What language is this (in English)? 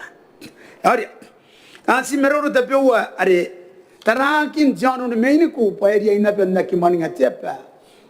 Gilbertese